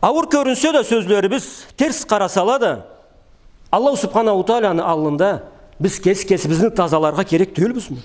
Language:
Karachay-Balkar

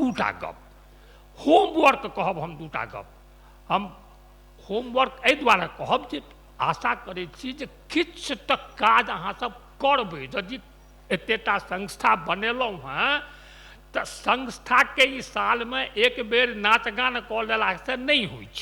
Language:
Maithili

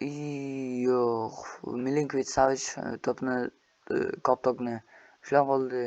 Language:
Uzbek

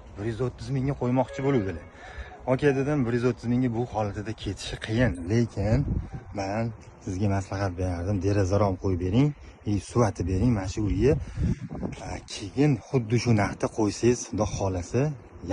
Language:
Uzbek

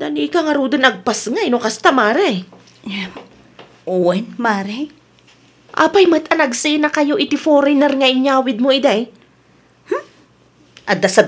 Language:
Iloko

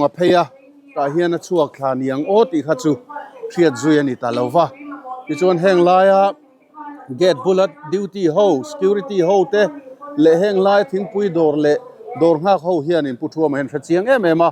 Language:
Mizo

